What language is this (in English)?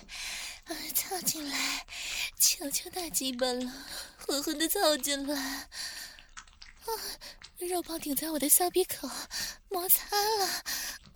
Chinese